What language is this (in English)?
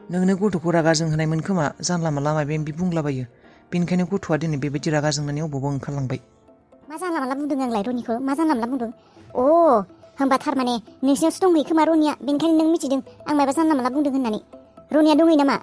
Bodo